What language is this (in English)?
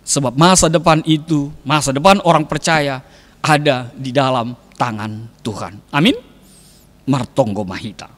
Batak Simalungun